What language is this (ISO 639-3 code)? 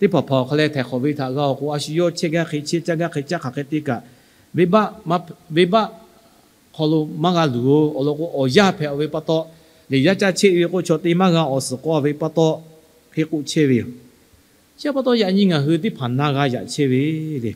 lhu